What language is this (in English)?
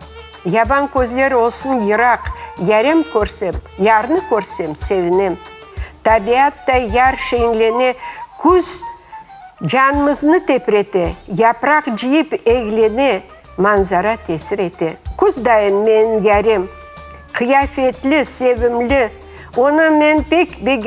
Crimean Tatar